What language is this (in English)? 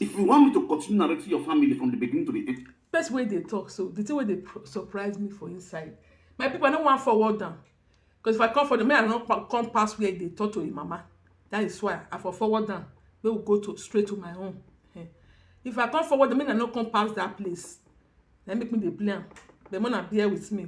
Nigerian Pidgin